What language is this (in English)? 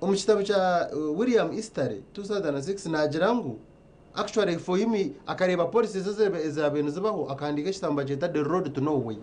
Nyankole